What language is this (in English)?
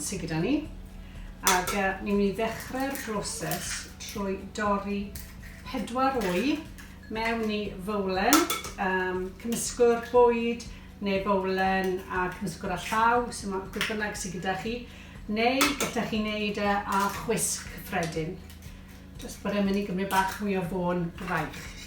Welsh